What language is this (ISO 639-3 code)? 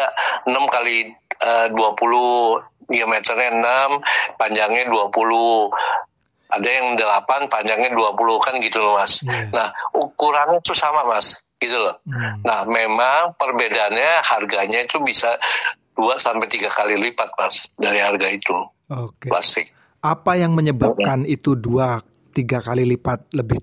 ind